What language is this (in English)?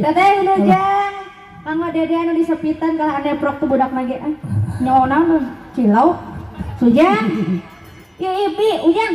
Sundanese